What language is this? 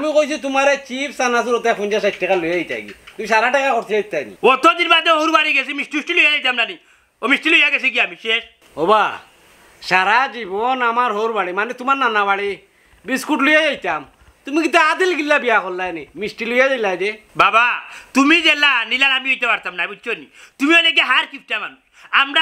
Sylheti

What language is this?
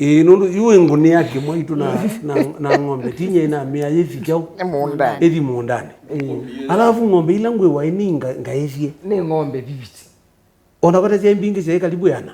Kamba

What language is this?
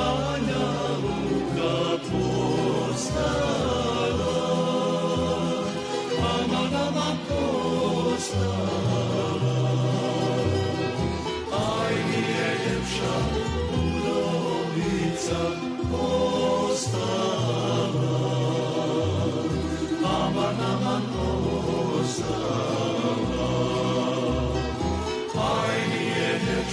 Bosnian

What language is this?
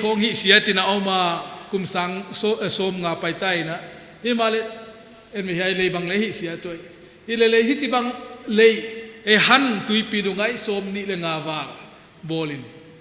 Paite Chin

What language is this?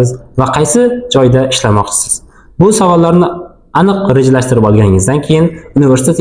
Uzbek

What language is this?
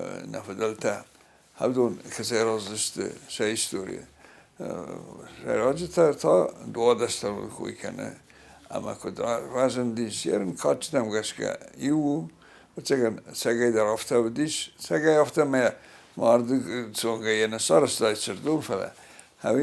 Ossetic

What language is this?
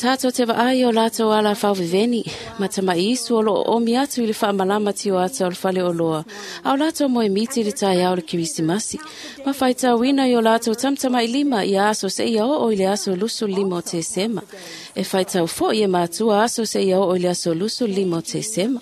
Samoan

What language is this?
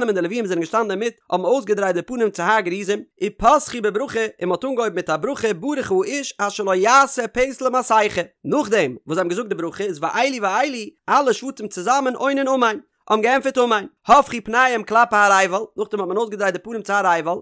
Yiddish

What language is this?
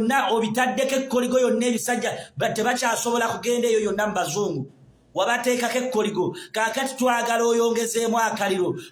Ganda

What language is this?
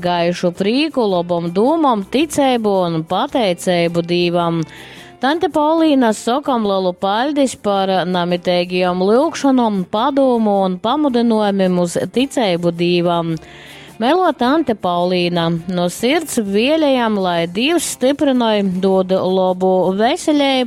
Latgalian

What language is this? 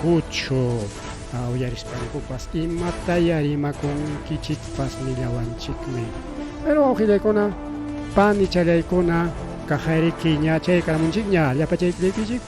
Ayacucho Quechua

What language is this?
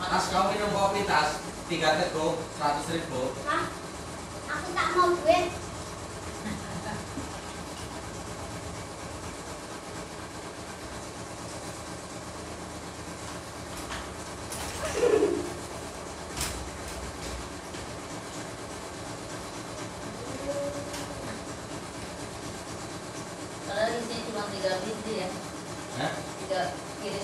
Indonesian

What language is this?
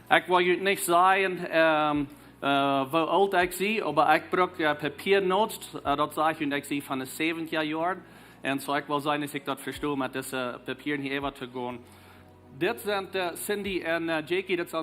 Plautdietsch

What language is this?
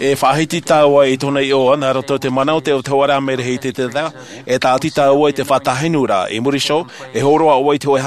Tahitian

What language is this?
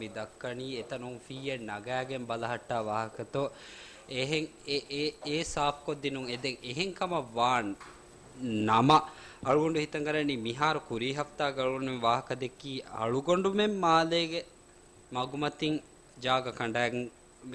Divehi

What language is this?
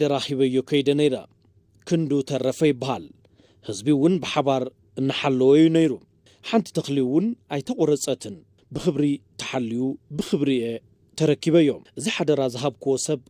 Tigrinya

